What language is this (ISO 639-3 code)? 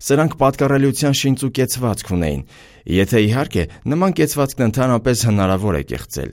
hye